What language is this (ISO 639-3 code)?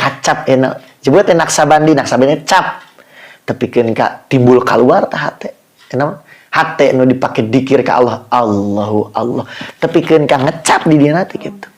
sun